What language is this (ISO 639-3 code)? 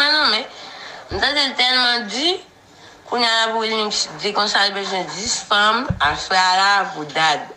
hat